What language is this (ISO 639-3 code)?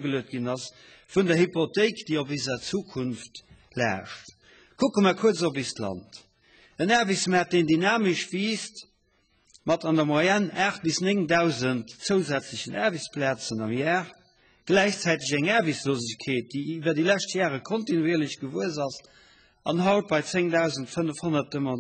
ltz